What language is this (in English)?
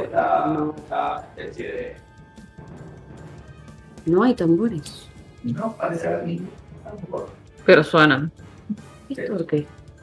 Spanish